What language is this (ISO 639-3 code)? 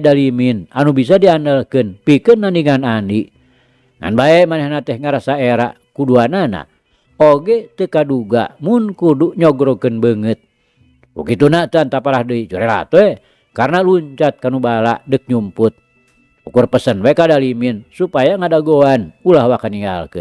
sun